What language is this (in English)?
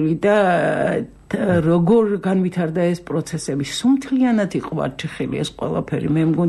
Georgian